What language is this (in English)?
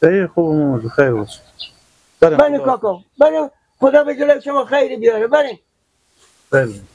Persian